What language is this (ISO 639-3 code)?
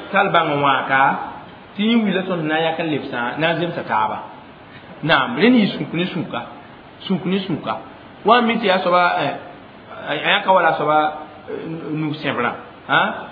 mos